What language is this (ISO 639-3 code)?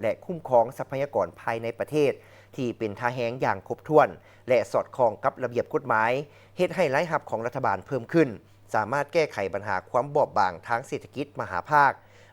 lao